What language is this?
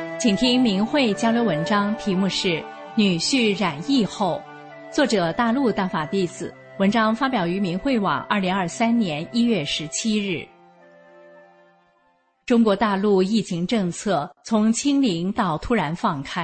Chinese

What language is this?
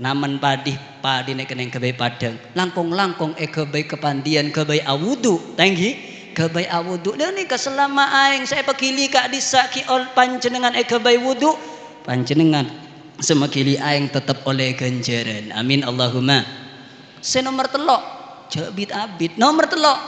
Madurese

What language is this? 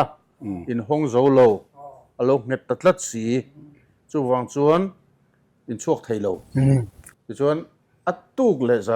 Mizo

